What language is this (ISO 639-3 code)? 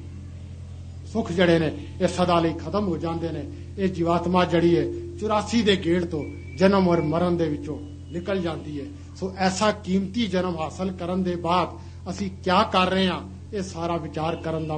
pan